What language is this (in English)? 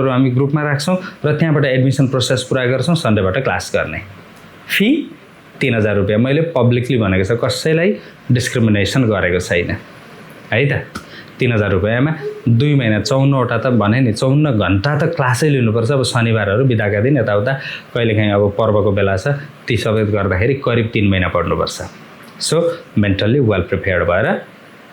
Nepali